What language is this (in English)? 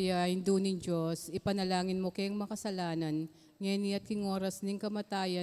Pampanga